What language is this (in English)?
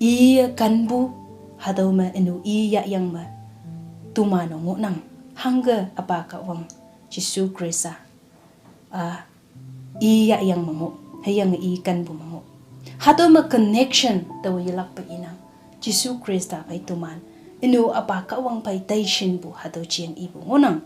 Konyak Naga